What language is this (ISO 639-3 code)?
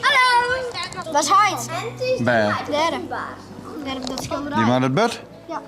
fry